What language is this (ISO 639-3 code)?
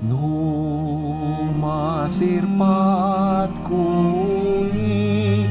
ilo